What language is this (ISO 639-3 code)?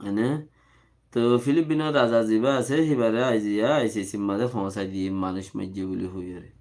rhg